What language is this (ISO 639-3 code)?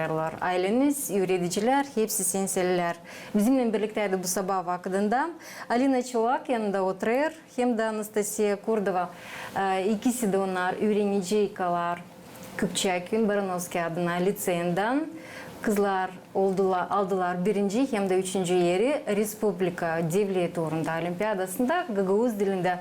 gag